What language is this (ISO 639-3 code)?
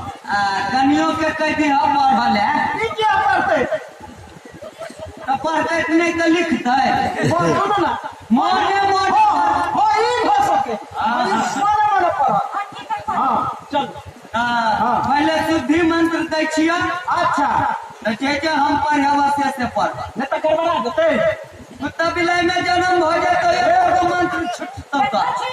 mai